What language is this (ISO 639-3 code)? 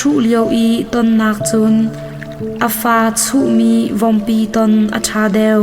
cnh